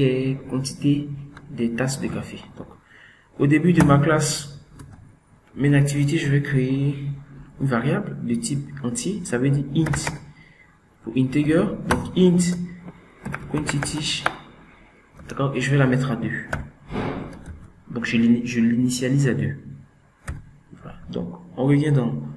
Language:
French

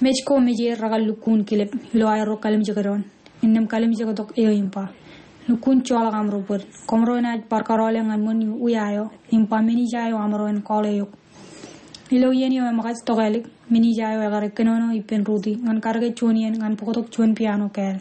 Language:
Marshallese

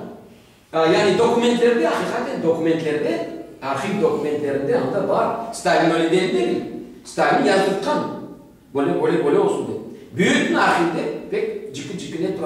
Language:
Crimean Tatar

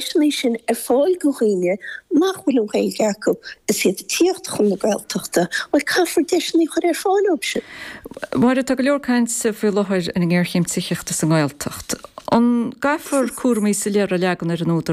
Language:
Irish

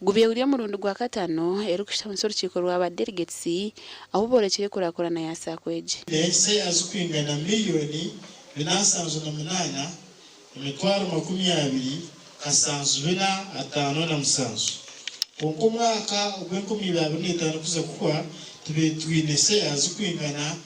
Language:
Nyankole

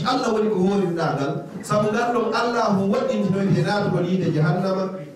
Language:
Fula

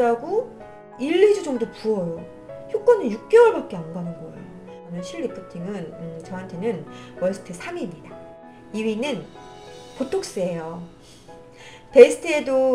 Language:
Korean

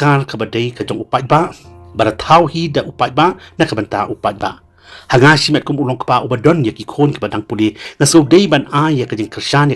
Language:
Khasi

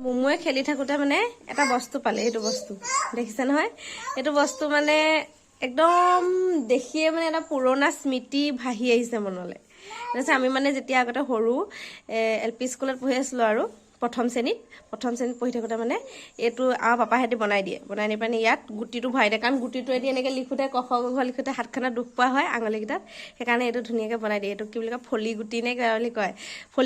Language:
Assamese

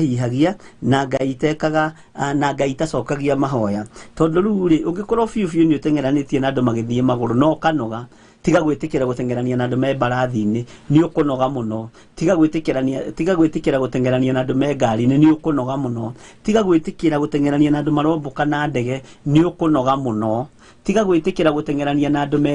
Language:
Kikuyu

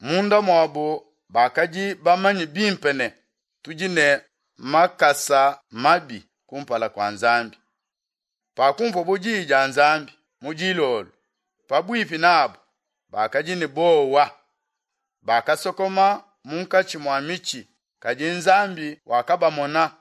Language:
Luba-Lulua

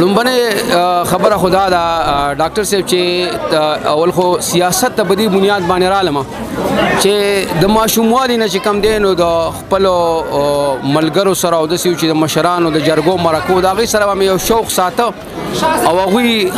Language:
Pashto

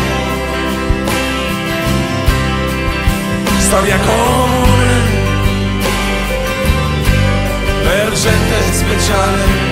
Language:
Italian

